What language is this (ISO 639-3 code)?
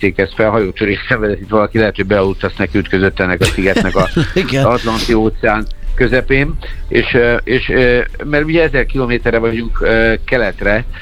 hun